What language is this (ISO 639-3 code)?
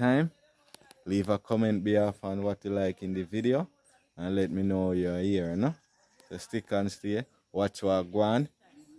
jam